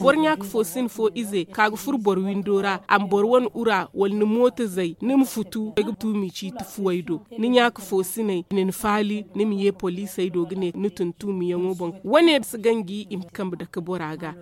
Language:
Zarma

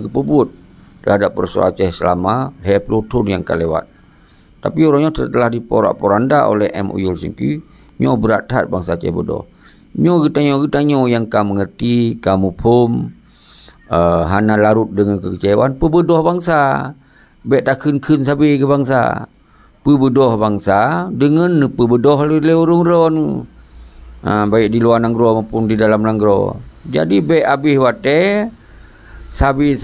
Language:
Achinese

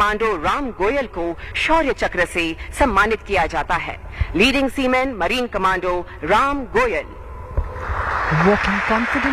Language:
Hindi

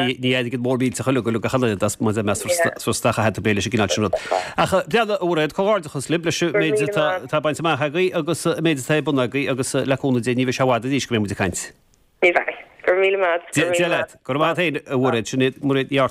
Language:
Irish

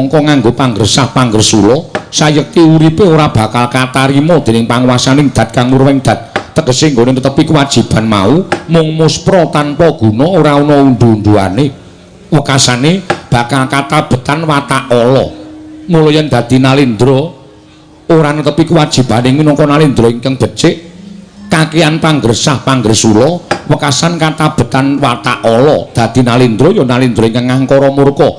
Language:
Javanese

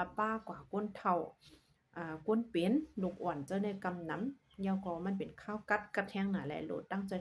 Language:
Shan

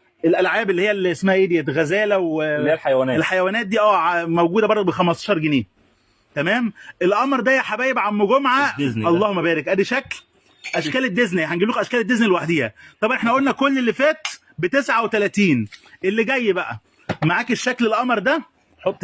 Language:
Egyptian Arabic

